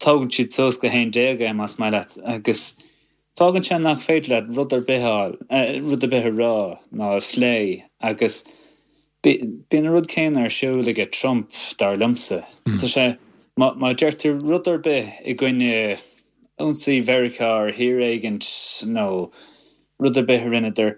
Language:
Irish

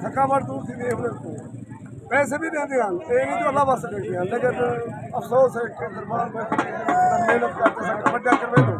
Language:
Saraiki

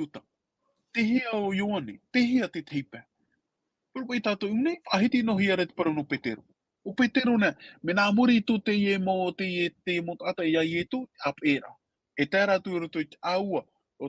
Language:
Tahitian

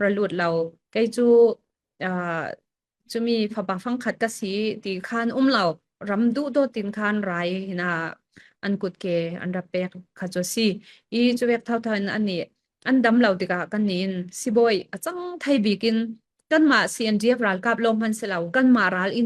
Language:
Falam Chin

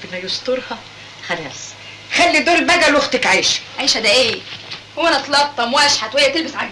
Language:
Egyptian Arabic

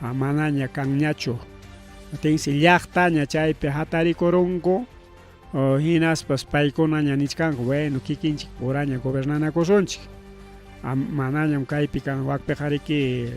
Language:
Ayacucho Quechua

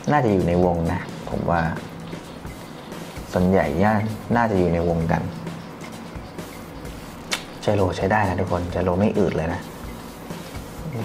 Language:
Thai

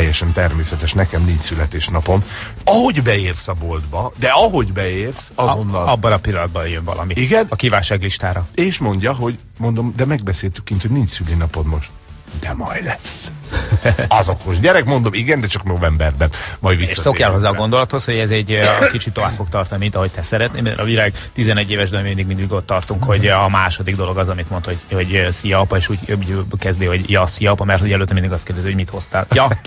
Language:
Hungarian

